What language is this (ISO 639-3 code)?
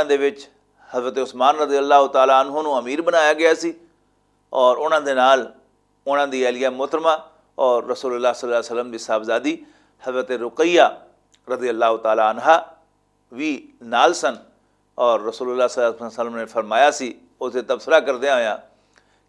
lah